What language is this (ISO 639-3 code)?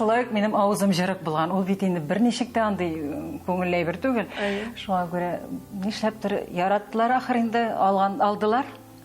tat